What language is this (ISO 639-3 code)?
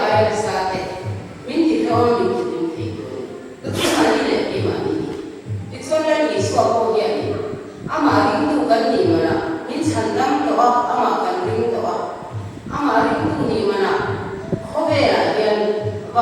lus